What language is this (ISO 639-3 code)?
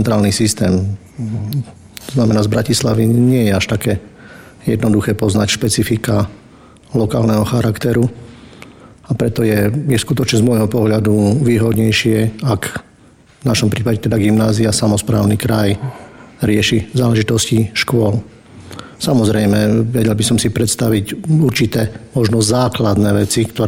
slk